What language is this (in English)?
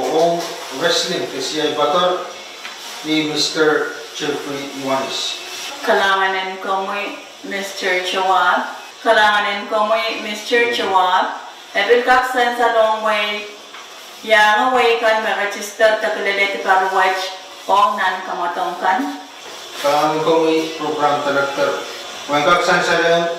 Pohnpeian